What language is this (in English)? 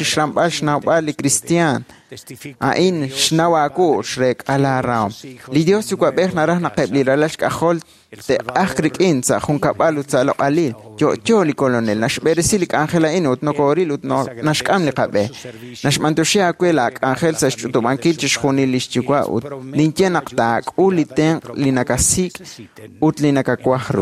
Kekchí